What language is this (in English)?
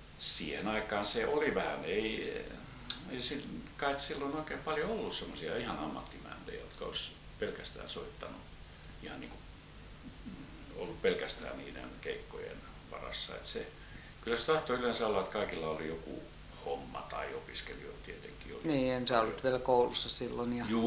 Finnish